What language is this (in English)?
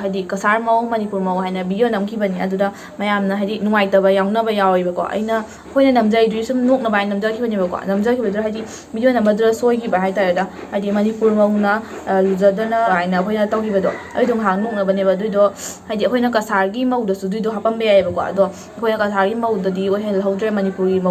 Manipuri